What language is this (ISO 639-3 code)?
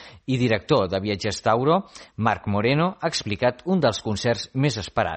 cat